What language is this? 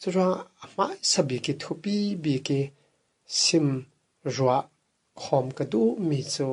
Falam Chin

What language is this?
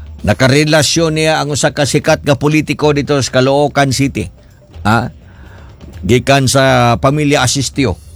Cebuano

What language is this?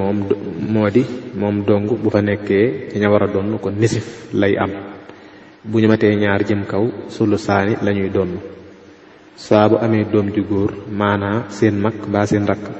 Wolof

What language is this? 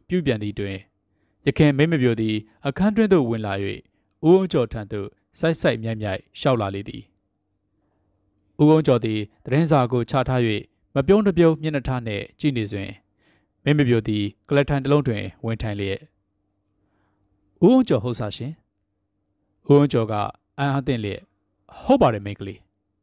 Burmese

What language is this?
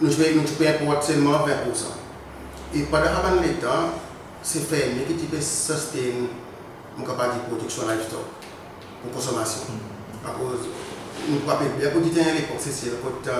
Seselwa Creole French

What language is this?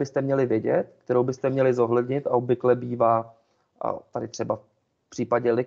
Czech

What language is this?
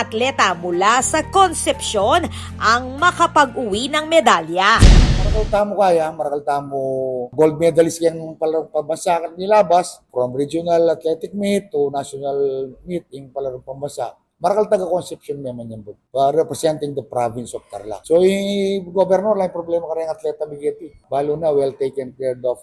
Pampanga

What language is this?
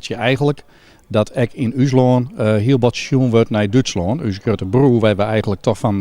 Western Frisian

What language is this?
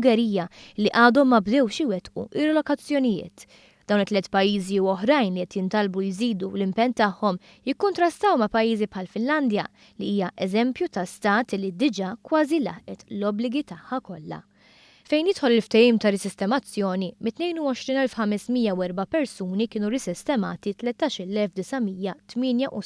Maltese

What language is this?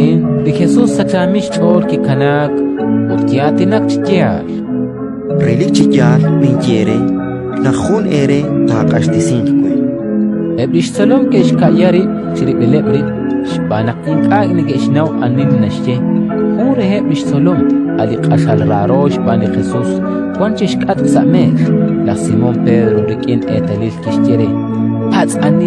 Kekchí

